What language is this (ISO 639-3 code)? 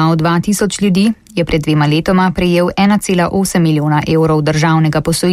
slv